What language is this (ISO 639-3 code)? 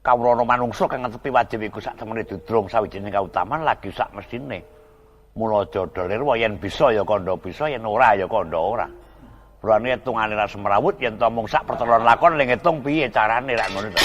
jav